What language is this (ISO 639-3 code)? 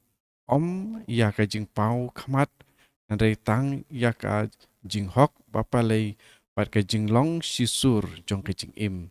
kha